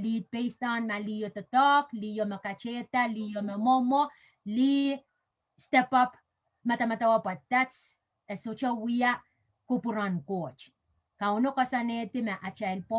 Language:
Pohnpeian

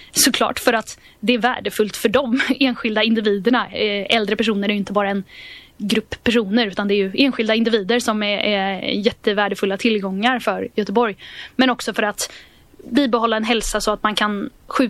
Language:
Swedish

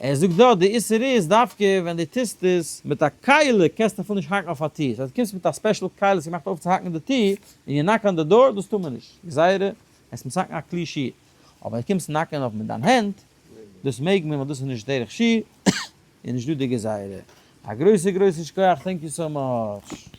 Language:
Yiddish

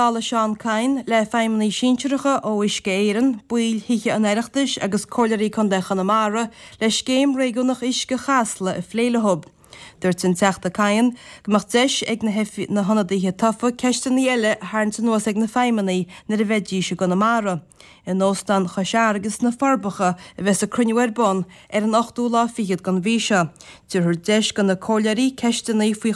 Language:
Irish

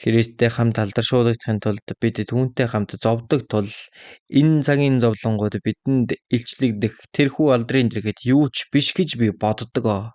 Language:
Mongolian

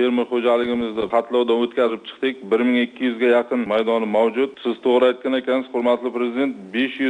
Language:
Uzbek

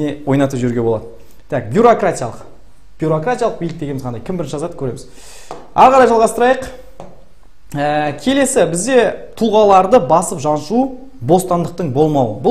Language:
Kazakh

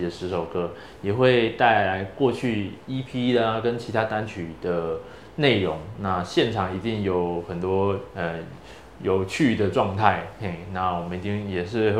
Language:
Chinese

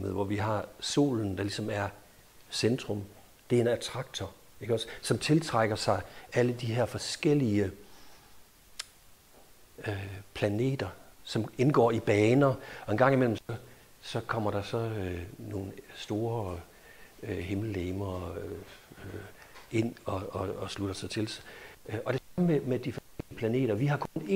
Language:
Danish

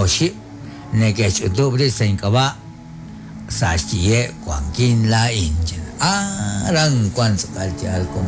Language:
Kekchí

